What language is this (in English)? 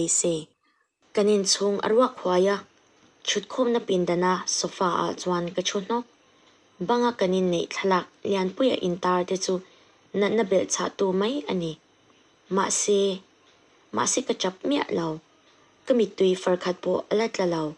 Mizo